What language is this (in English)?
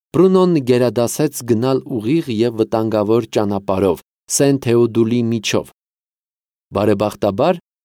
Armenian